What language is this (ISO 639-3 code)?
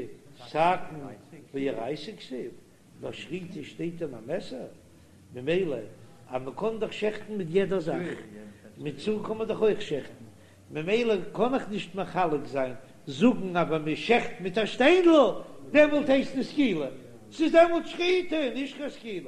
yid